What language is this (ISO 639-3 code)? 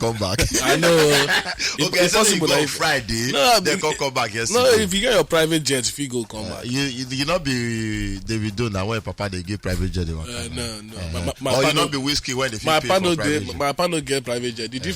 pcm